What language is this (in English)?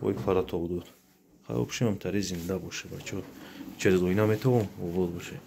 Tajik